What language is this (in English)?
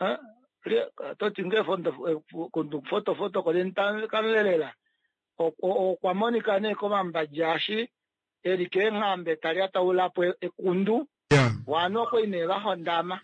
Kuanyama